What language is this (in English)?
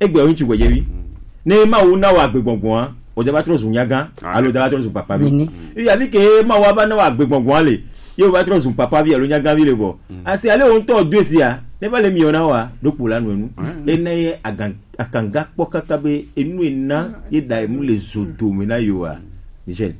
Gen